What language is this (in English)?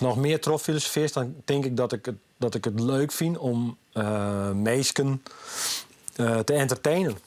Western Frisian